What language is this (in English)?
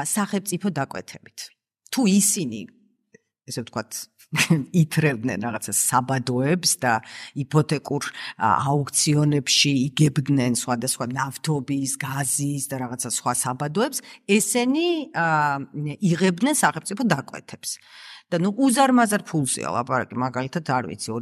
Georgian